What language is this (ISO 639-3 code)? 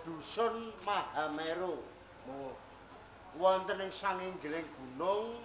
jav